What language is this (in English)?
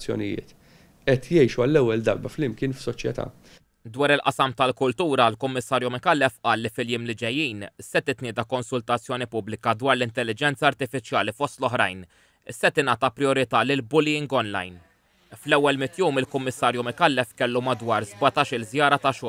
Maltese